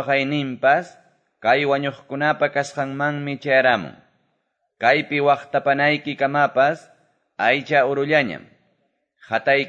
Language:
Quechua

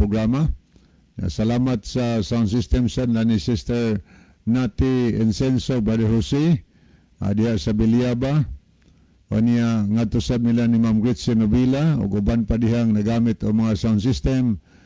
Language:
Cebuano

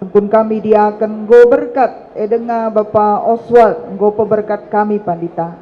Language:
Batak Karo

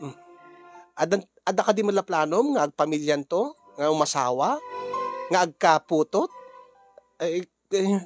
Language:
Iloko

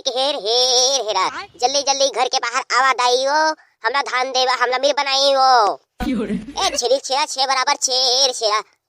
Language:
Chhattisgarhi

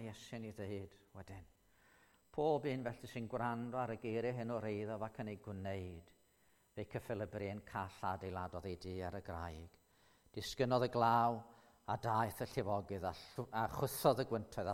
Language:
Welsh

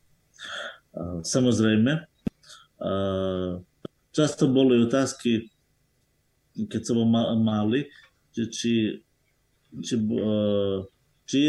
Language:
Slovak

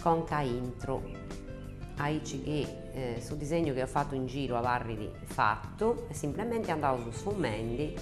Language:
Sardinian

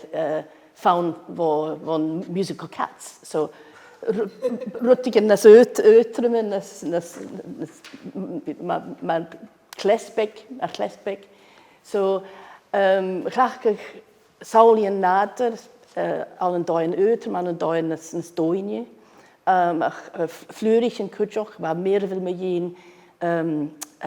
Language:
Scottish Gaelic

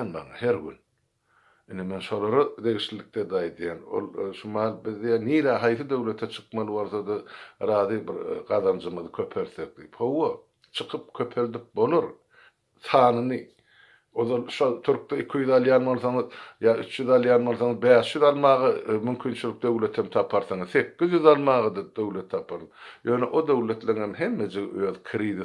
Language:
Turkmen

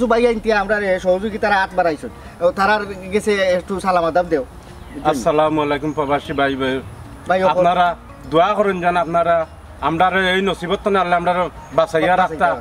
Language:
Sylheti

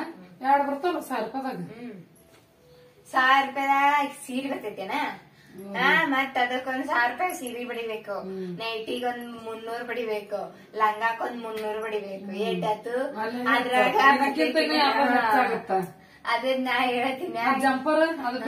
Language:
Kannada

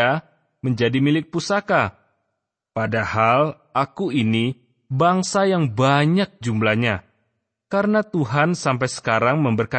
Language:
Indonesian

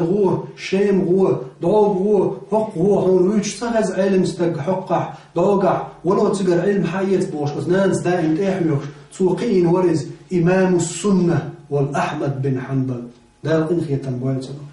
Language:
Chechen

